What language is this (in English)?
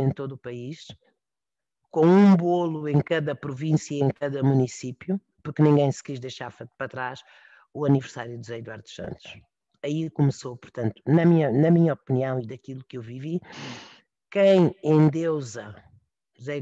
Portuguese